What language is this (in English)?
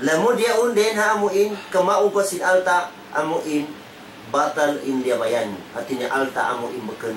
Tausug